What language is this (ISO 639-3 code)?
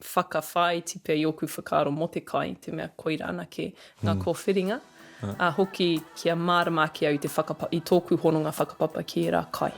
mri